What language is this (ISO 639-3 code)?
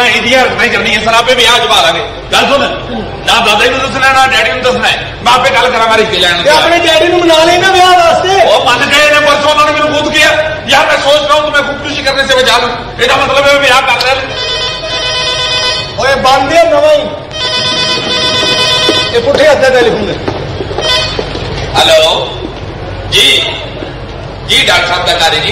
pan